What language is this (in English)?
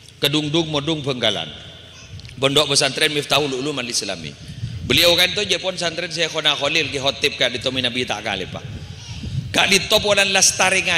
Madurese